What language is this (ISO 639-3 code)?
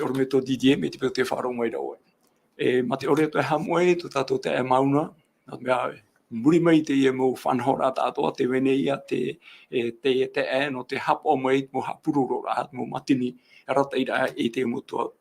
tah